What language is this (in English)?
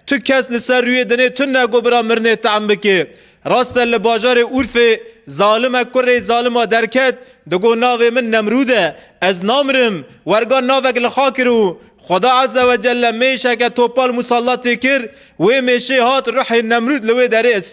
Kurdish